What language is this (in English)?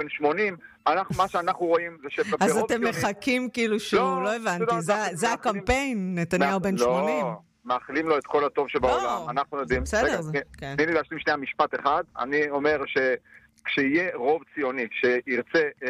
Hebrew